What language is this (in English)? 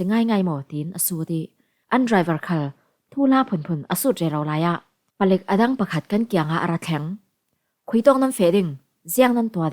Falam Chin